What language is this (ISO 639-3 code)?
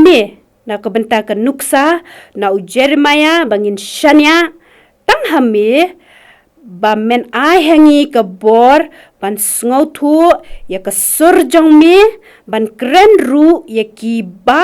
kha